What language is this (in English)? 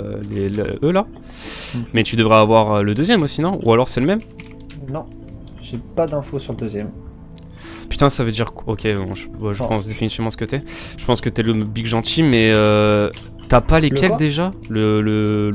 French